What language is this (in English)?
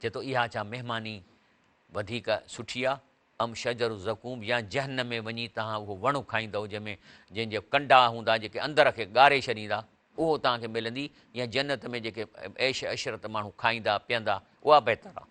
Sindhi